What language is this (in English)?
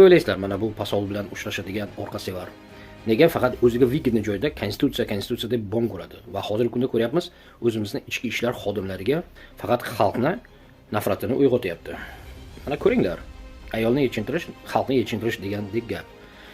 Uzbek